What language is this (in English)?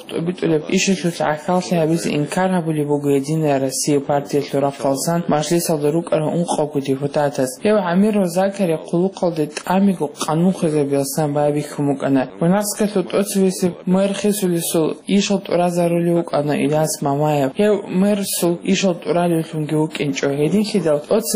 Avaric